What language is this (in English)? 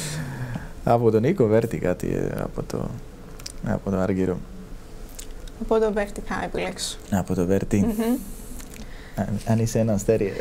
Greek